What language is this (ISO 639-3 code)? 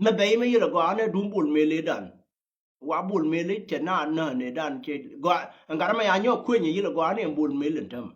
nus